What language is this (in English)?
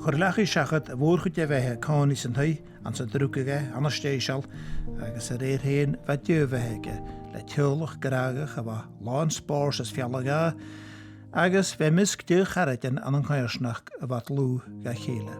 Scottish Gaelic